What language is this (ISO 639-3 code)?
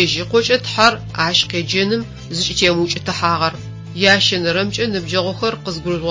ady